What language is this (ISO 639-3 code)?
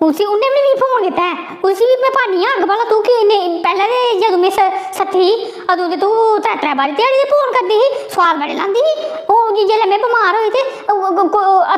doi